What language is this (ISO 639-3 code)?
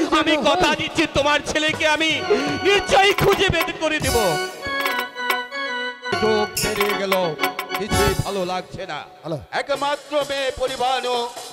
ben